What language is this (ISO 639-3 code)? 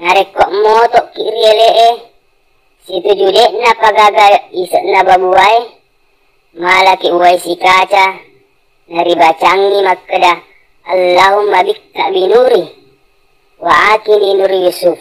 bug